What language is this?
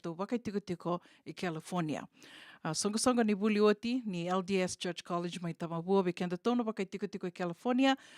Fijian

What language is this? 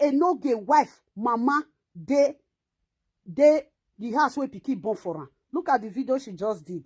Nigerian Pidgin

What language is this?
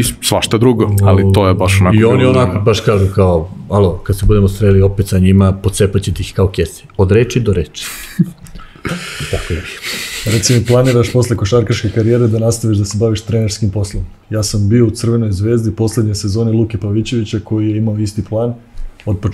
Serbian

